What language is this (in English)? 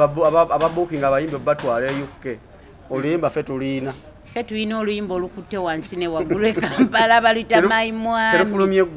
Ganda